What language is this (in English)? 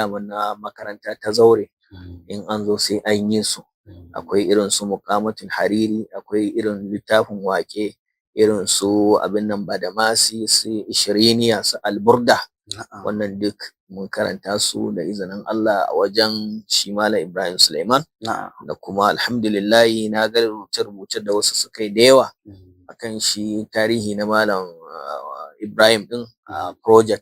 Hausa